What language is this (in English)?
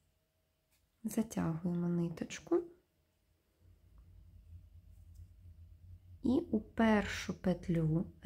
Ukrainian